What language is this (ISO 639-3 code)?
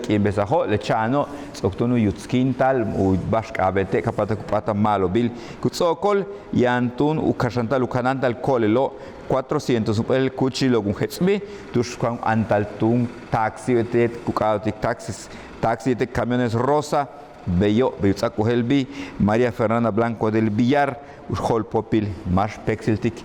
yua